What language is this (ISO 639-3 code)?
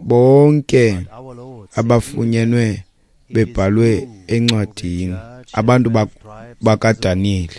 xho